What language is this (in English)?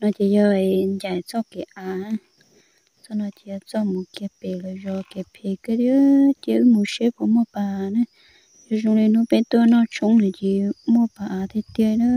Hmong